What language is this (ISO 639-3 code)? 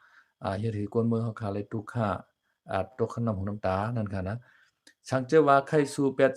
shn